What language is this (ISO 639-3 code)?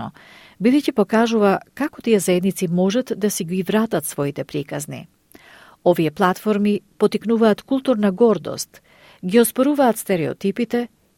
mkd